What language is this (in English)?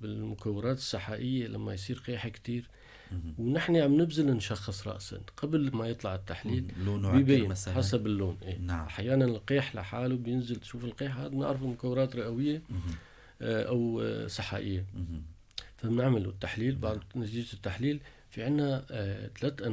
North Levantine Arabic